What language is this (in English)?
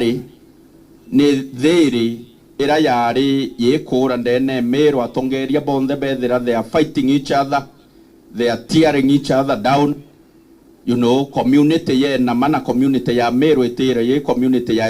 Meru